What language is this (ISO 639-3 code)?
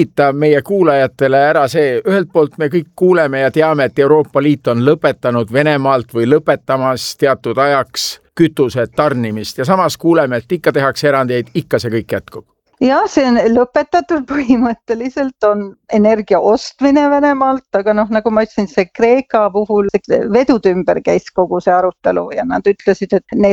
est